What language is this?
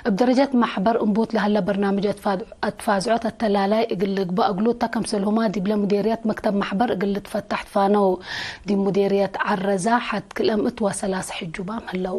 Tigre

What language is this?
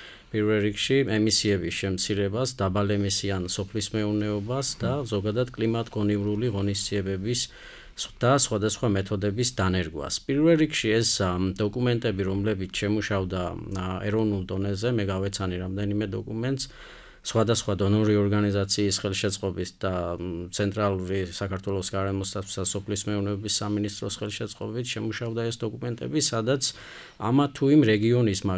Georgian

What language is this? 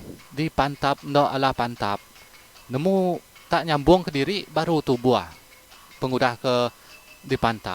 Iban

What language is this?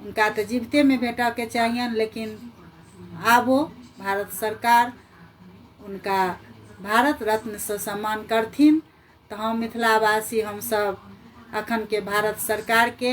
Maithili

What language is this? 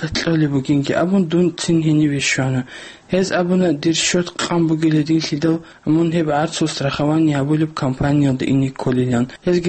Avaric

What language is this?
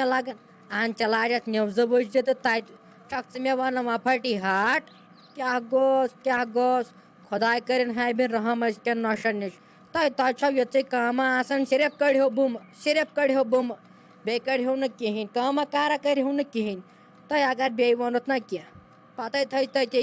Kashmiri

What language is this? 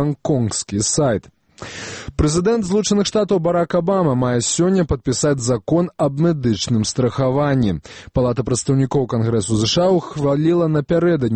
Belarusian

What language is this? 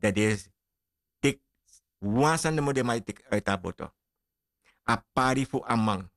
Sranan Tongo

